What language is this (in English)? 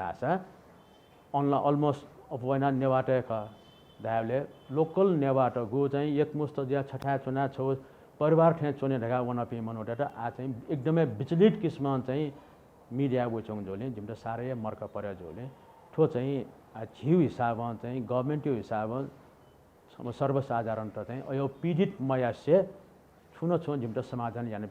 Newari